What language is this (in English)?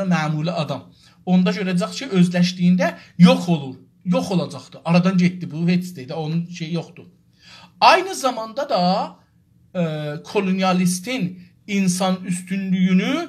South Azerbaijani